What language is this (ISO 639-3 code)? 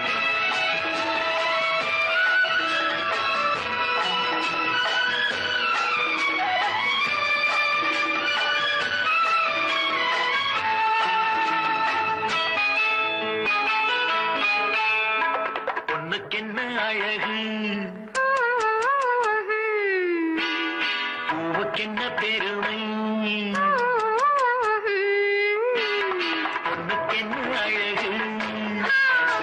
tam